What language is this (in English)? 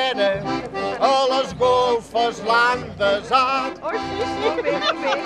Catalan